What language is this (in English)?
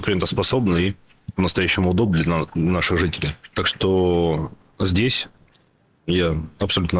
Russian